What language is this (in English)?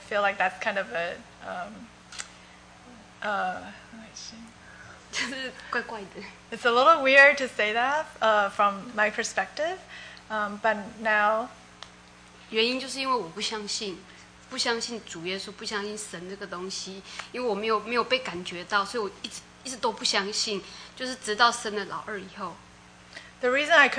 Chinese